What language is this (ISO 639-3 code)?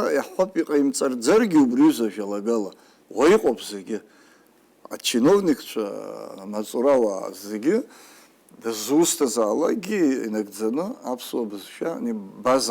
abk